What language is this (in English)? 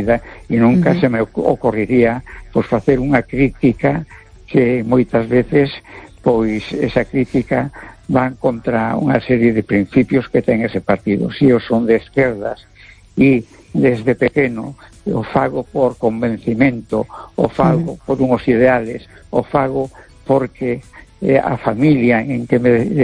Galician